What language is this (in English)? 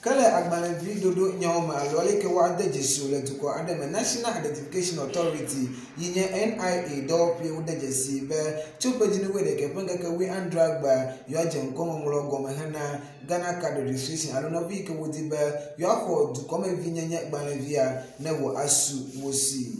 Ewe